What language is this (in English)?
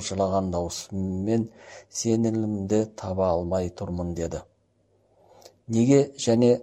Kazakh